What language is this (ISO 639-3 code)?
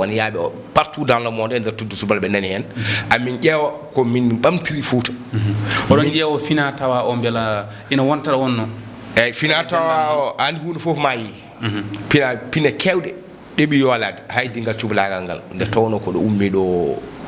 ful